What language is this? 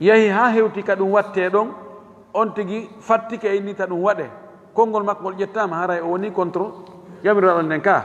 Fula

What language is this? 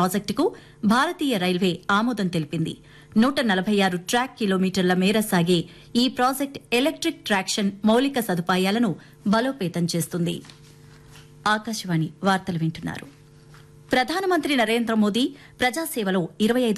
Telugu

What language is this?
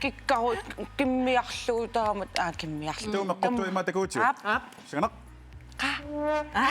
Kalaallisut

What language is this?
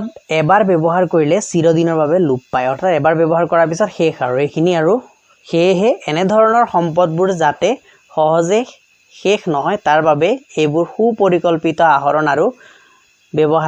Assamese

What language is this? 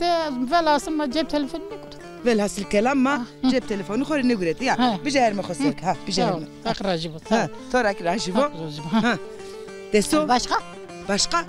Zaza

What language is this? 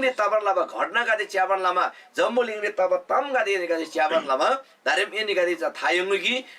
Eastern Tamang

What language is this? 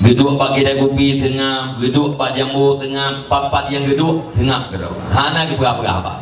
Achinese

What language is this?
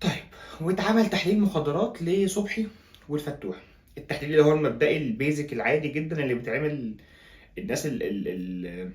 Egyptian Arabic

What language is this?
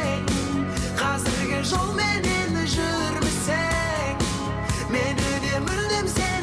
Kara-Kalpak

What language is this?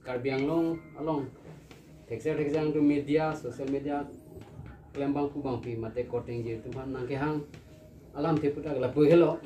Karbi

